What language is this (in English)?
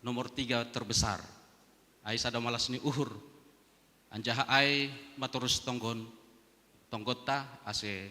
Batak Simalungun